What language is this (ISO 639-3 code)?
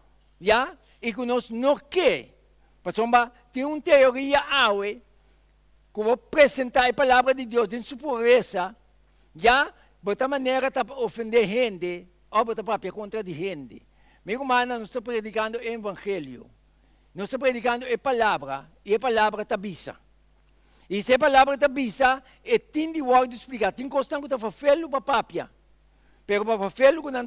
pap